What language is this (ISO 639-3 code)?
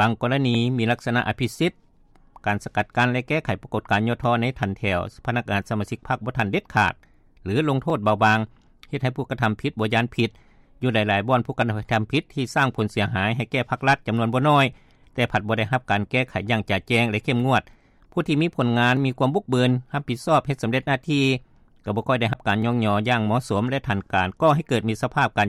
lao